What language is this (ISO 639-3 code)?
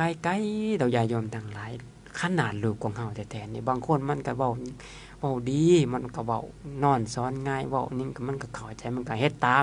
lao